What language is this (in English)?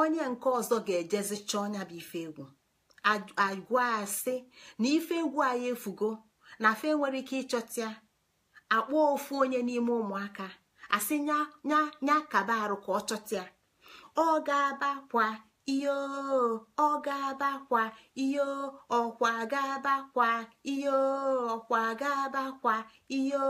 Igbo